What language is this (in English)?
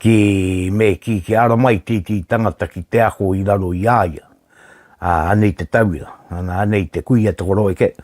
Māori